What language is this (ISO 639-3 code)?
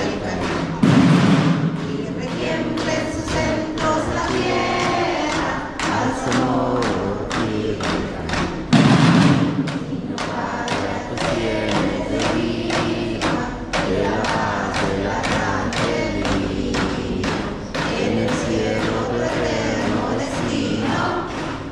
spa